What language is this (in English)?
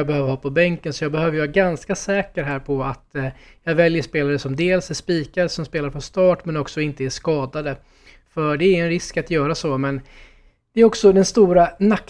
Swedish